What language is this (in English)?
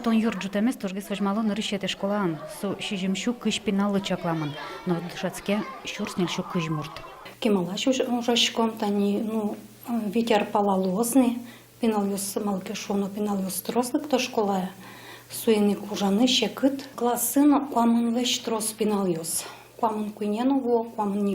Udmurt